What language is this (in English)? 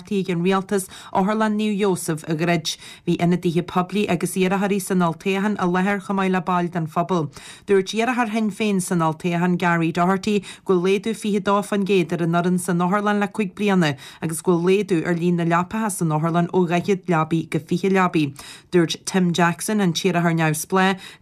Irish